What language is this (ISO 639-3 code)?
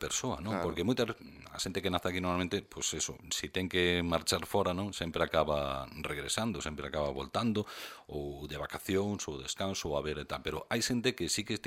glg